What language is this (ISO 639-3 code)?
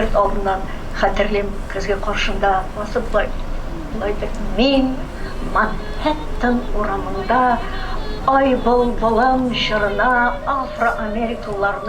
tat